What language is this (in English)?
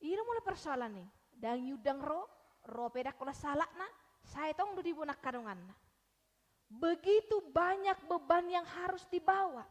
Batak Toba